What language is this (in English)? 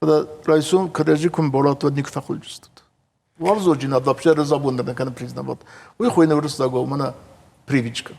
Ossetic